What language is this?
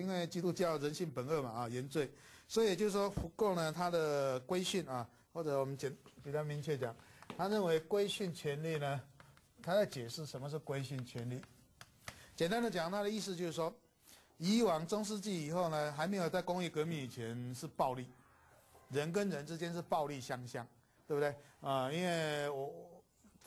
Chinese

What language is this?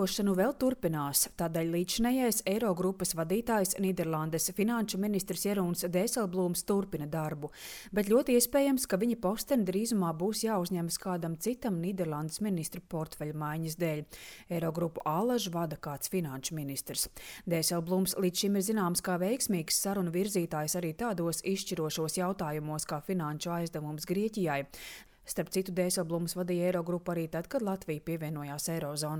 Latvian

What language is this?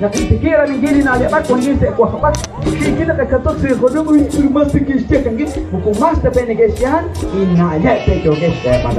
Kekchí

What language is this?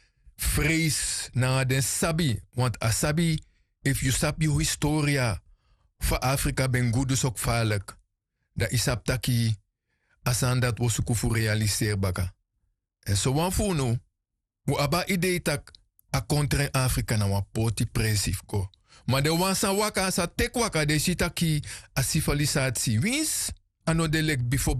Sranan Tongo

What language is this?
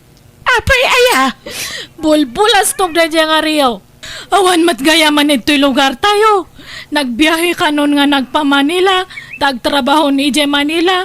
Iloko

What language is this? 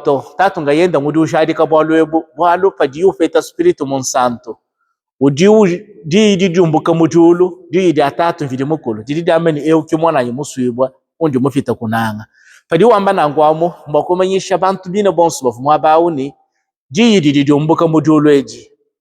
Luba-Lulua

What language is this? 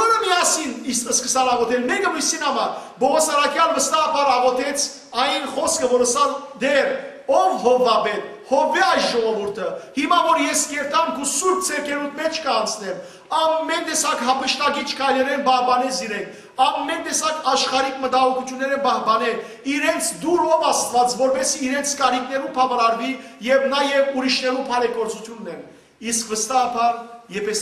Western Armenian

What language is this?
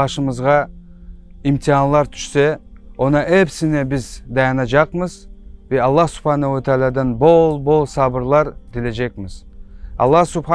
Crimean Tatar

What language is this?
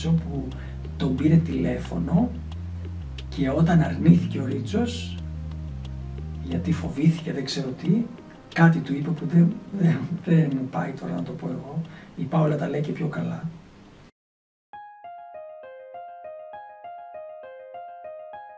Greek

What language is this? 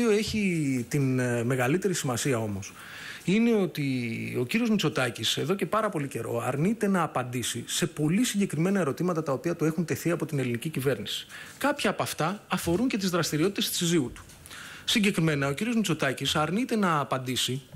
Greek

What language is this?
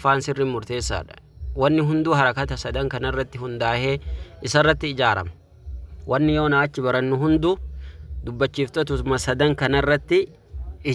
Oromo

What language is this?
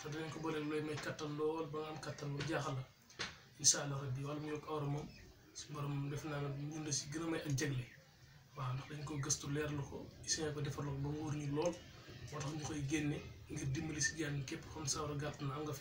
Wolof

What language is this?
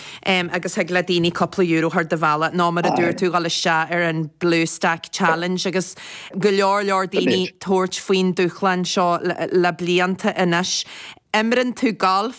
Irish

